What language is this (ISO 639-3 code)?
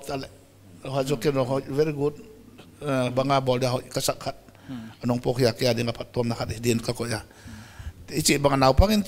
pck